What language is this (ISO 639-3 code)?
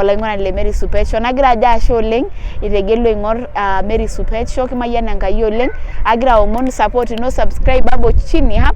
mas